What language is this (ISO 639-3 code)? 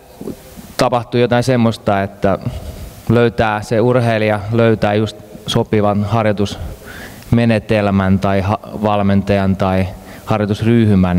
fin